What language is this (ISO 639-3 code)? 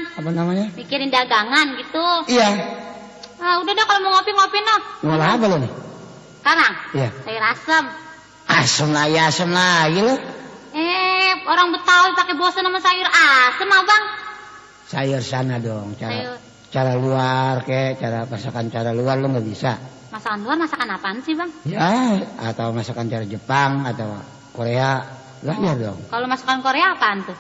bew